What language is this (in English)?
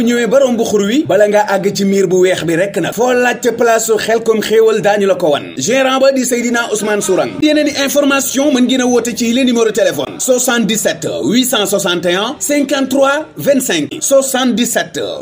Wolof